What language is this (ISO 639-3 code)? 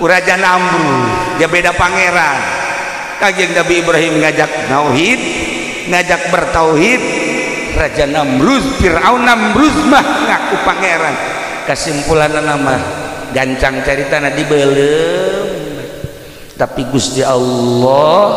sun